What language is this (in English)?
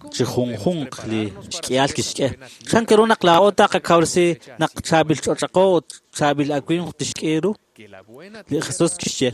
Kekchí